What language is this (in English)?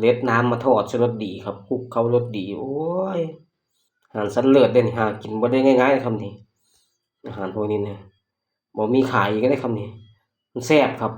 Northeastern Thai